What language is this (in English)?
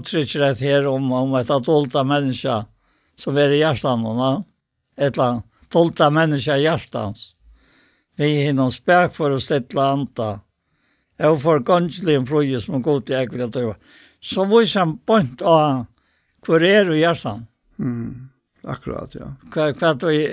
Faroese